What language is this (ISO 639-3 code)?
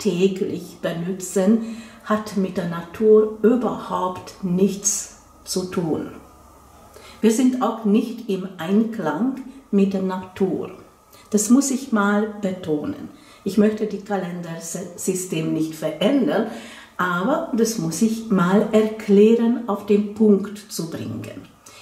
deu